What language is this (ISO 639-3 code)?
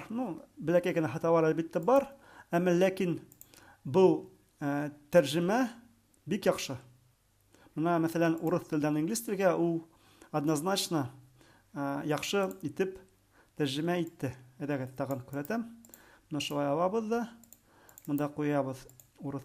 bak